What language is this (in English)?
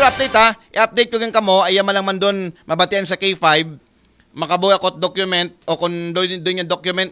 Aklanon